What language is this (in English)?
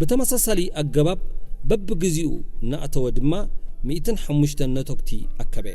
Tigrinya